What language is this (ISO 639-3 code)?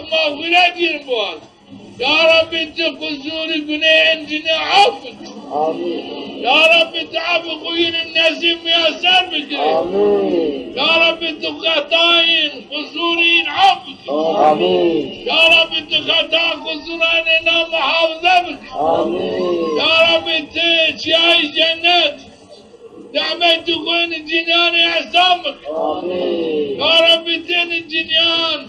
zza